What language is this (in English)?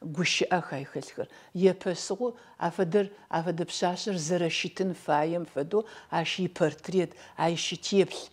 Adyghe